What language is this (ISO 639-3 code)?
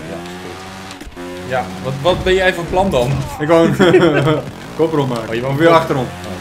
nld